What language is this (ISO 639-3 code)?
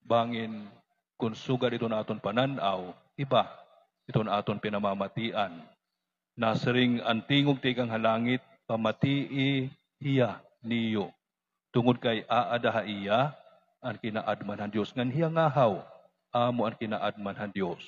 war